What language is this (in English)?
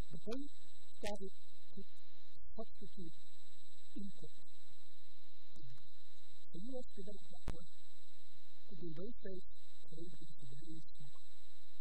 English